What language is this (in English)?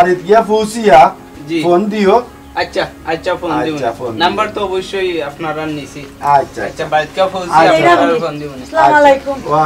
Sylheti